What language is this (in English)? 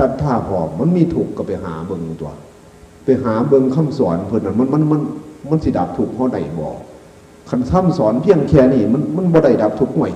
Northeastern Thai